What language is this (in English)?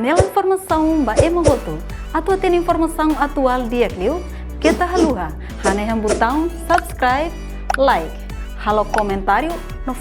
Tetum